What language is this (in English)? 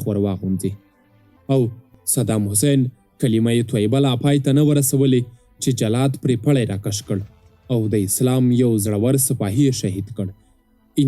Pashto